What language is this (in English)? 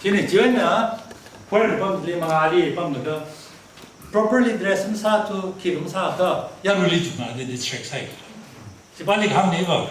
Tangkhul Naga (India)